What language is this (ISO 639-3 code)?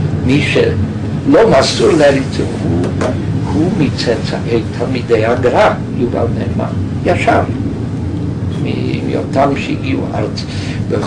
heb